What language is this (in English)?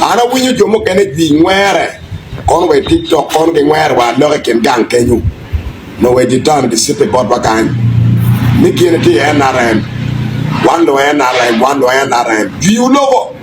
Acoli